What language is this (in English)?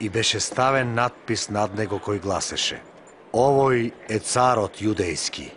Macedonian